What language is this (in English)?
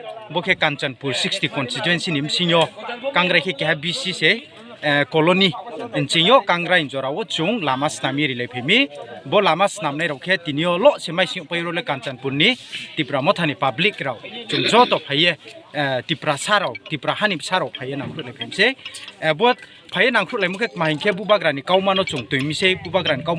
Riang (India)